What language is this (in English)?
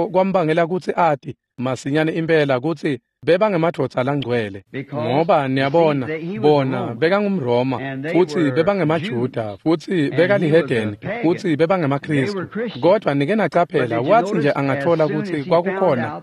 Swati